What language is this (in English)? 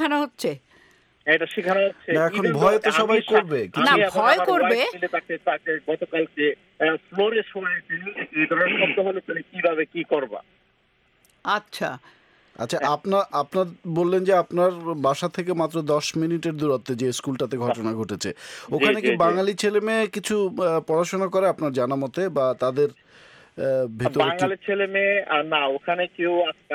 Bangla